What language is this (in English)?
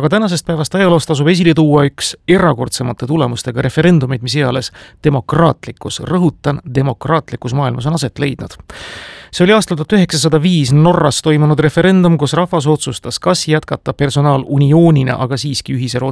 Estonian